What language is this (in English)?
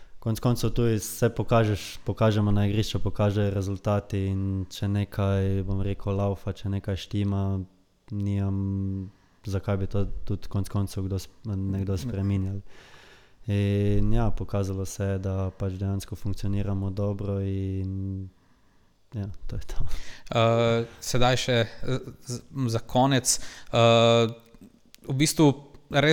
Slovenian